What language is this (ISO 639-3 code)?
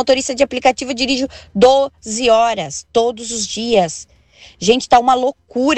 por